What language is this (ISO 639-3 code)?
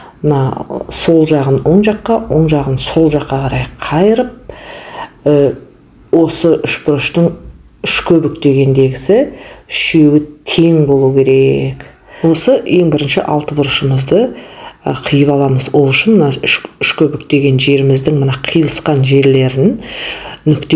kaz